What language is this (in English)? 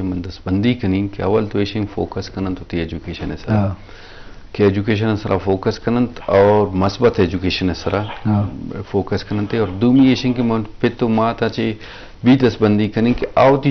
Eastern Balochi